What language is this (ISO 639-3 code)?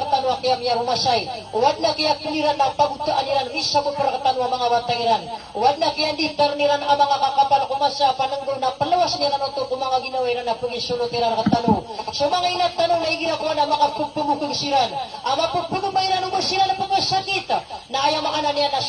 mrw